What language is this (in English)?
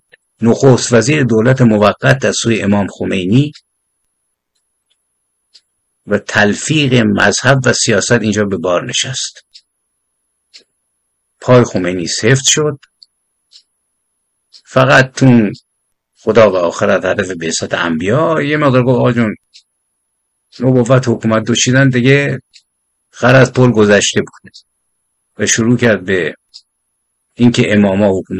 Persian